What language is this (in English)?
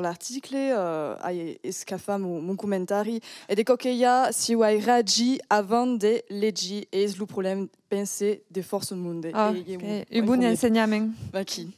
Occitan